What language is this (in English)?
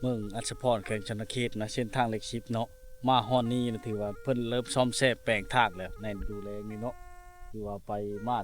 Lao